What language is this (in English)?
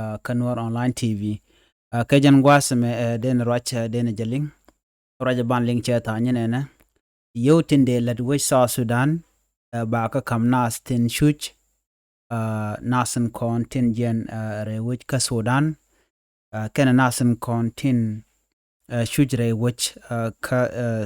Nuer